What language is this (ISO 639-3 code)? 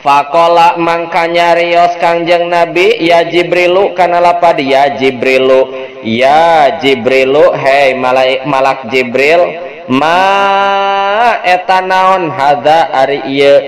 sun